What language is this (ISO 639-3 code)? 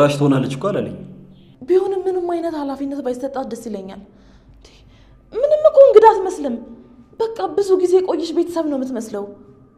amh